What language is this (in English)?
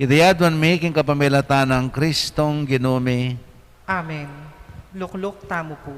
Pampanga